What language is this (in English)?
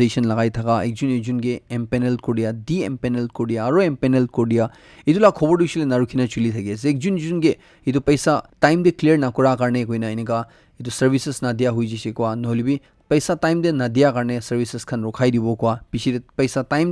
Naga Pidgin